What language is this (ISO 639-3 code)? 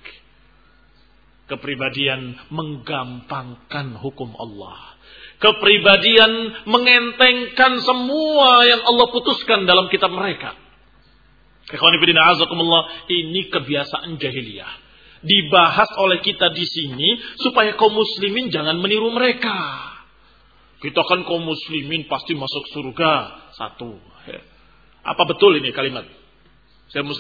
ind